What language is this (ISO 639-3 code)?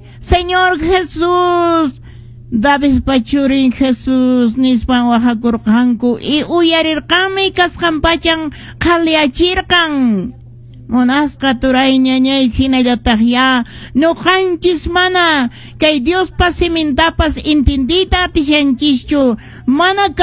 que